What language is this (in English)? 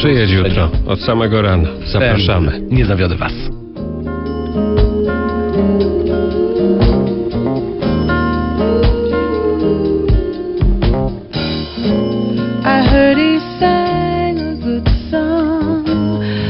Polish